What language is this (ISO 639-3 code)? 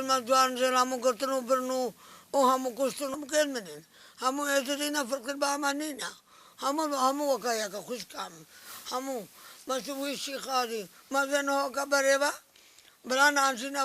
kur